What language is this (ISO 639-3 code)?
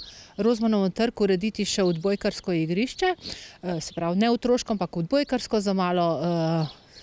slv